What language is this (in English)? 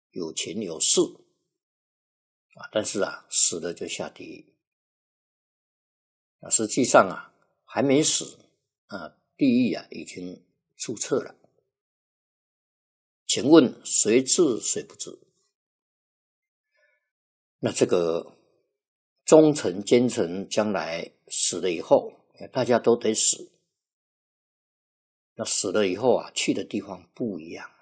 Chinese